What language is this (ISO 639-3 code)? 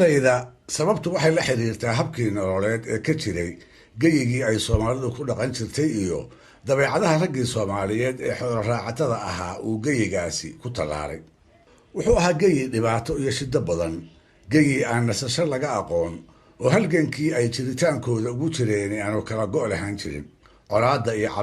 som